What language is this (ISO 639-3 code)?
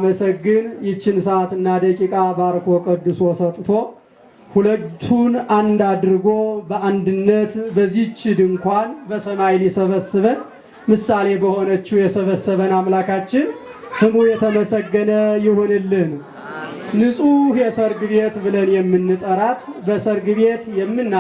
amh